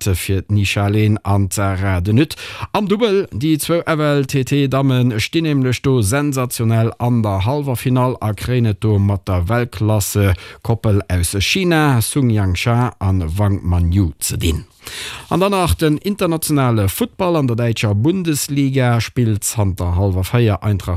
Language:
Luxembourgish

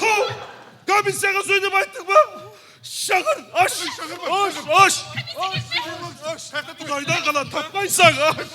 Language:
Kara-Kalpak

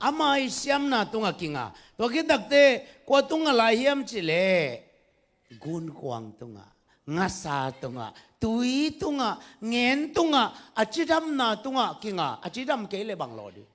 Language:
Tedim Chin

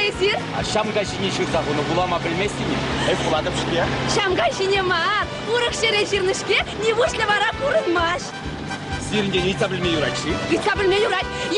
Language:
Chuvash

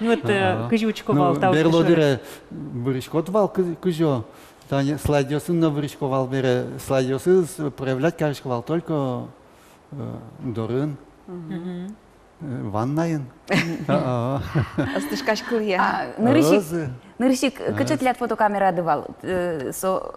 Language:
Udmurt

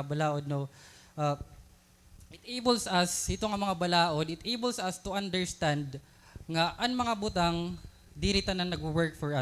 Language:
Waray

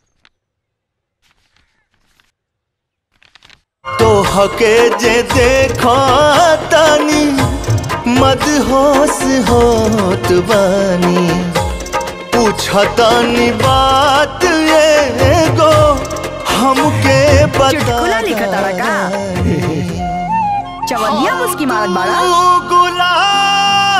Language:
Bhojpuri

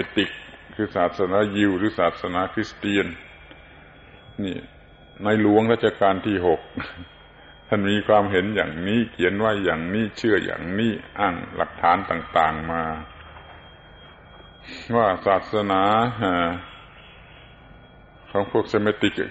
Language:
Thai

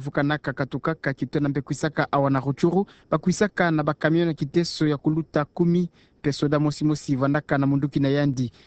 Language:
Kituba (Democratic Republic of Congo)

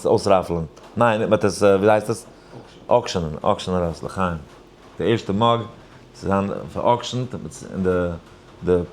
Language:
Yiddish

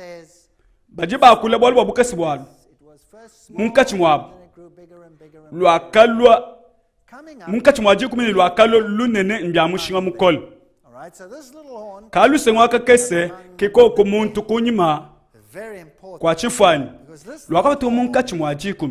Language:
Luba-Lulua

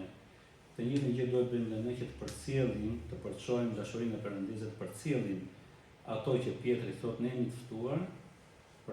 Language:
Albanian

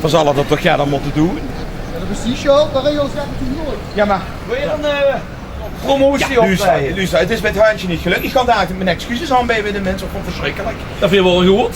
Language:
Limburgish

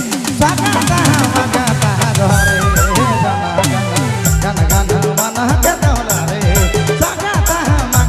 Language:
Sadri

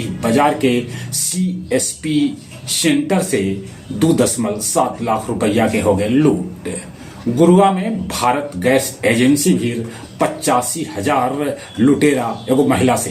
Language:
Magahi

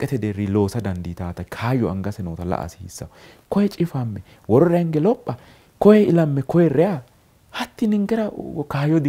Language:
Sidamo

